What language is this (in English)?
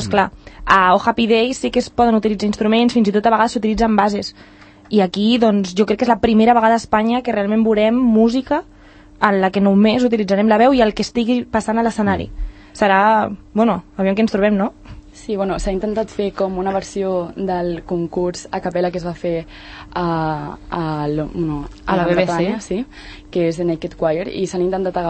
Catalan